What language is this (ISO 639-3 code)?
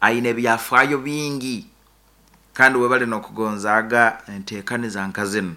nyn